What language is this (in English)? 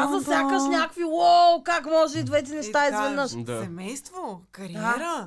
Bulgarian